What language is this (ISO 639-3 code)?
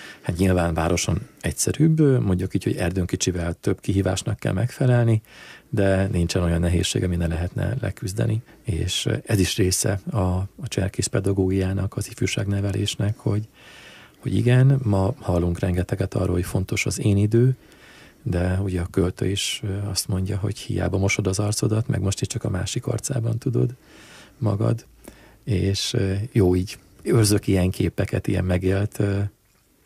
hun